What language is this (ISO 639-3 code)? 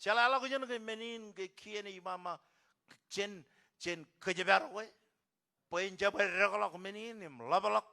mah